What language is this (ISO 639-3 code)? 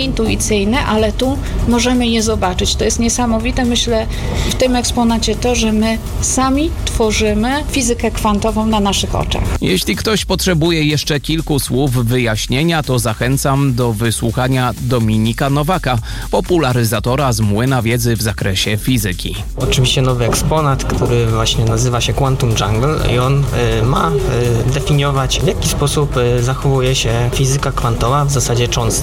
pol